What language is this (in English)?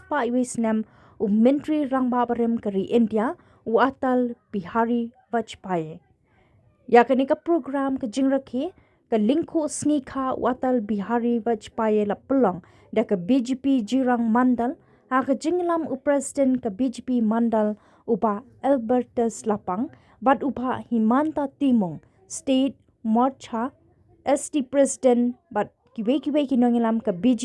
Khasi